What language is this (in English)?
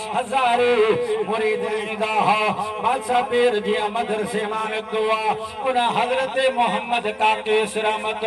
Sindhi